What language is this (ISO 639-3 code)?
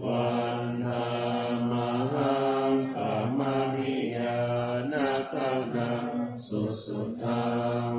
pli